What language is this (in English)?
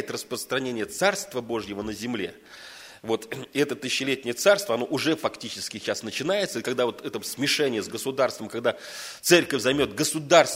Russian